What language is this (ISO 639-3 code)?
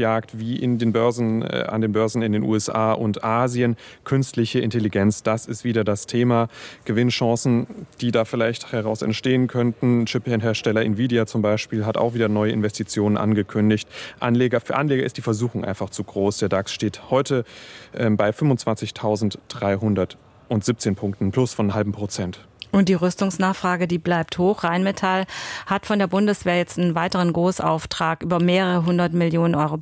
deu